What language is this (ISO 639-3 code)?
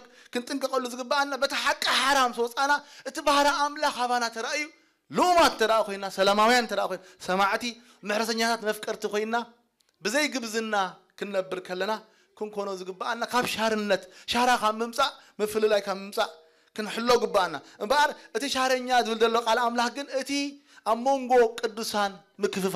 tir